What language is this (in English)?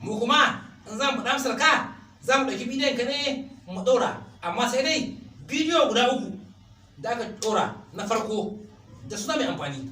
Hausa